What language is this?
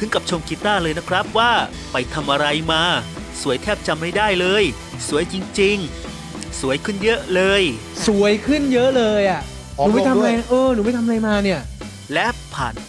Thai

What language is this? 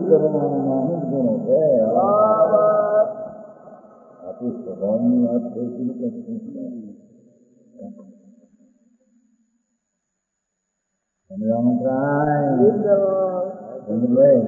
Gujarati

